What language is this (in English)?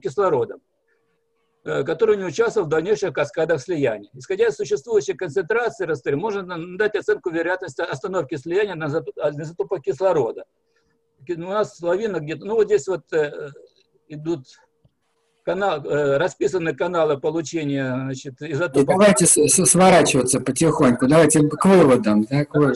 Russian